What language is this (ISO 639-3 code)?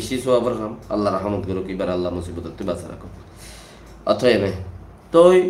rhg